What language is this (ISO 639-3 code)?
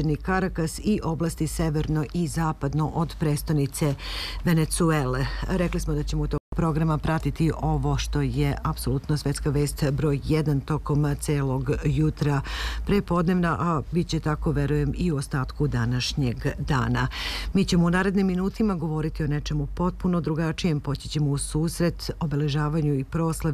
srp